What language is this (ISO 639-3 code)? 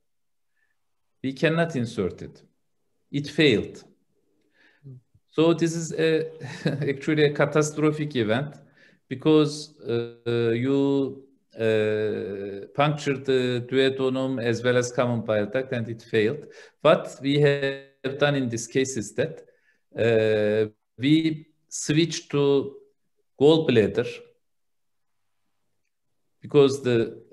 eng